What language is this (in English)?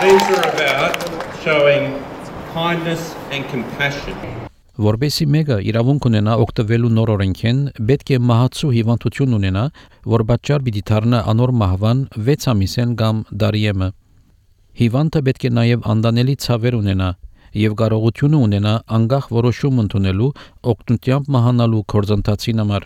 Armenian